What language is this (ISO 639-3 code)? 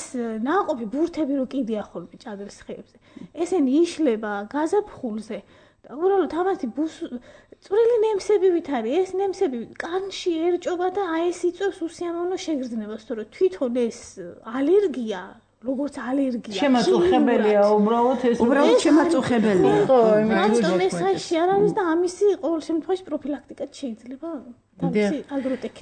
kat